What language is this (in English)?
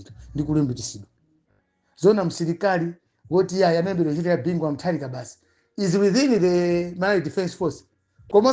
Nyanja